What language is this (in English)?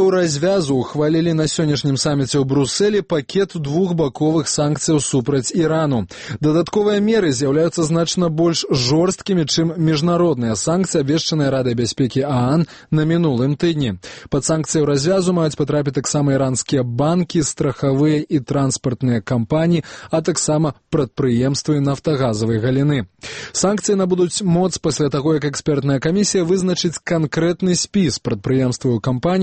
Belarusian